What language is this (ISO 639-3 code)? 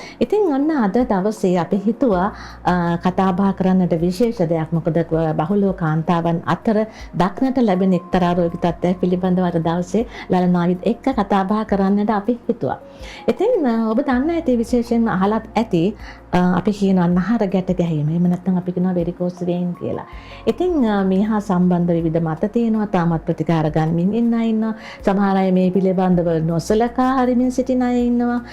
sin